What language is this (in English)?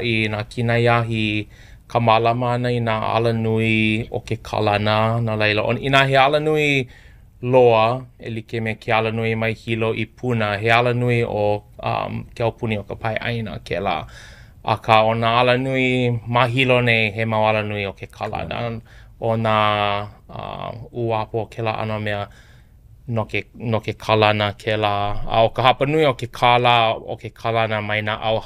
Hawaiian